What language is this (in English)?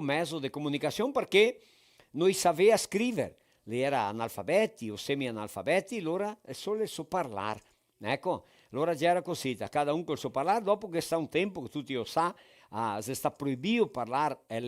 Venetian